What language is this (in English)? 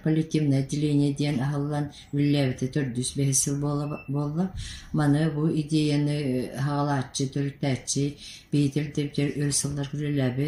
Yakut